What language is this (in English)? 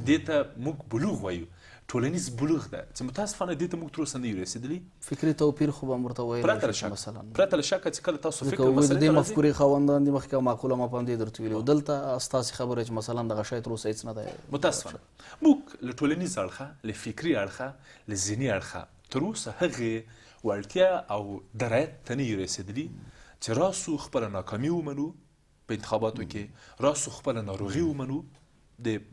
Pashto